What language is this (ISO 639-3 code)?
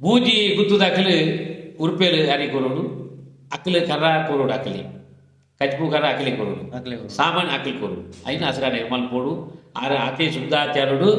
tcy